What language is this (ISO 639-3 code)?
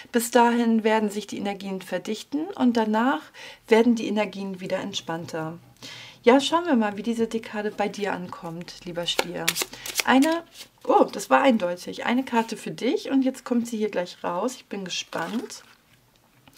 deu